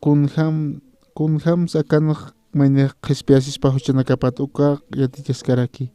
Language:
Aymara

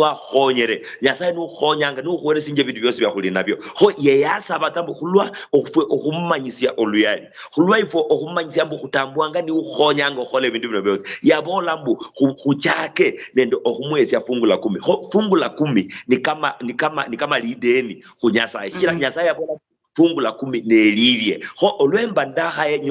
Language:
Luyia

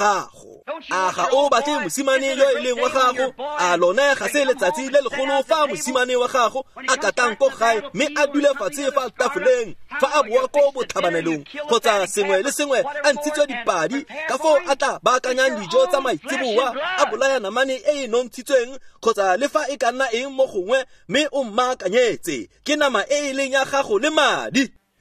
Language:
Tswana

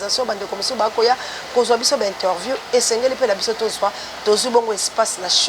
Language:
Lingala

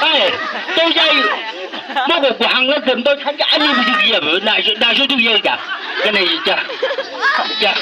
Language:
Chang Naga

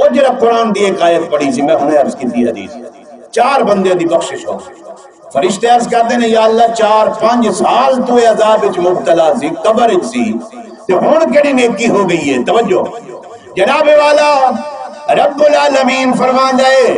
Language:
Saraiki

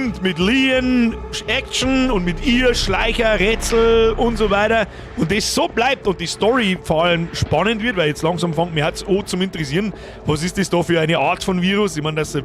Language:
Bavarian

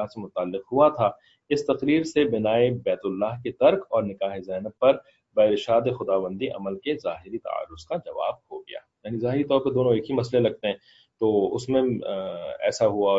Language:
Urdu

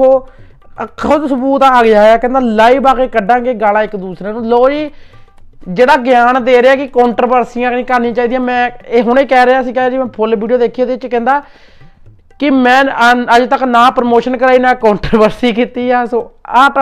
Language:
Punjabi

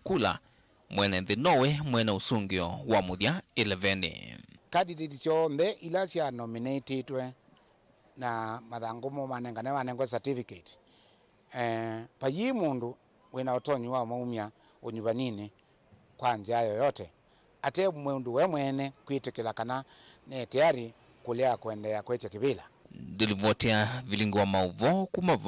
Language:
Kamba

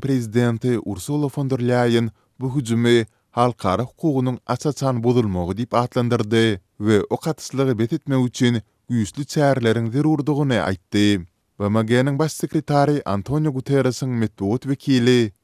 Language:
Turkmen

